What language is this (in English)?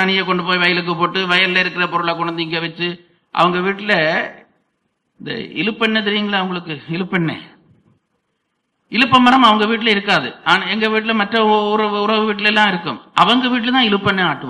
Tamil